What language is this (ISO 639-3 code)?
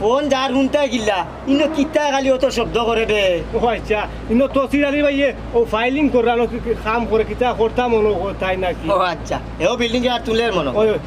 syl